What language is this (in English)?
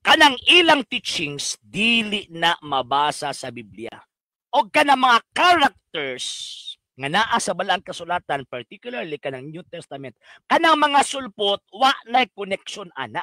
Cebuano